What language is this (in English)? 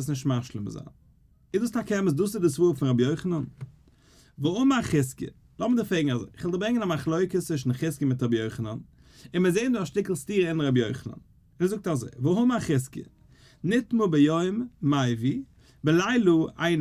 Yiddish